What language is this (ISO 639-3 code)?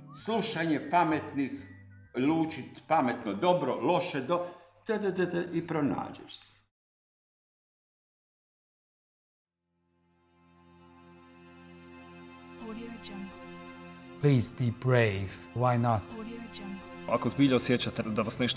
hrv